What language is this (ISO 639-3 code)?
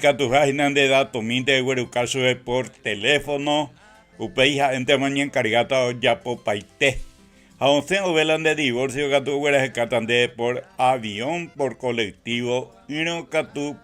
grn